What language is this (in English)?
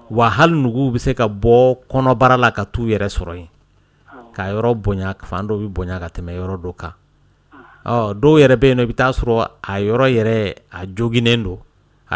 Dyula